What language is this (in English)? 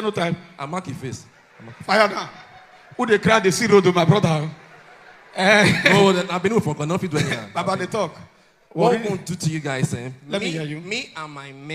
Nigerian Pidgin